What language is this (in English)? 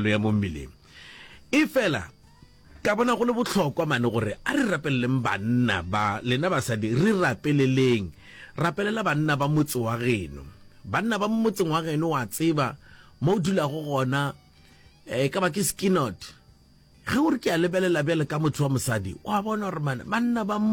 Northern Sotho